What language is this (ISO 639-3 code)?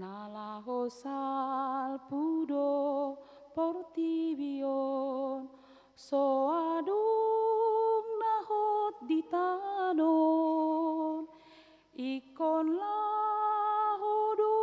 bbc